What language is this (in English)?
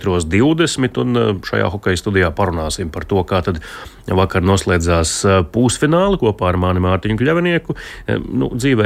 Latvian